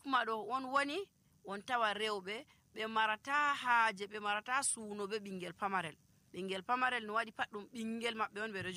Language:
Nigerian Fulfulde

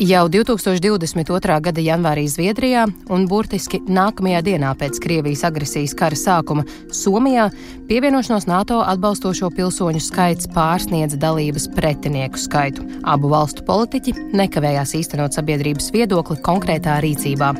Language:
Latvian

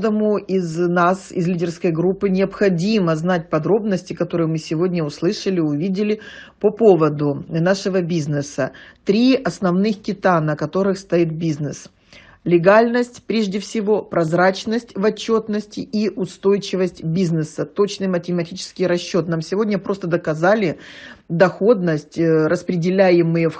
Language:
Russian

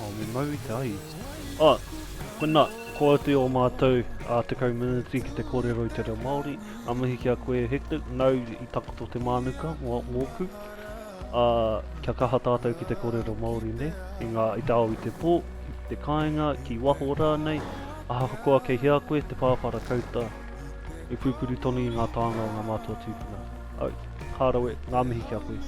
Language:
Māori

